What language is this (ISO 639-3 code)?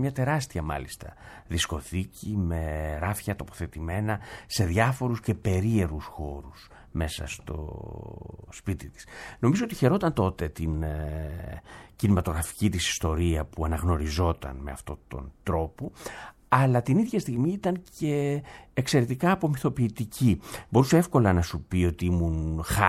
ell